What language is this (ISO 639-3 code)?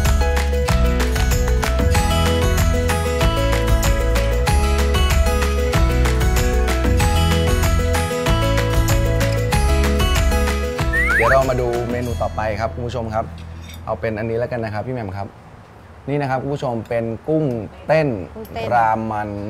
tha